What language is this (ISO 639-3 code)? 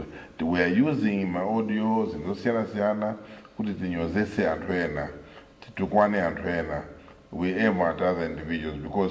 nya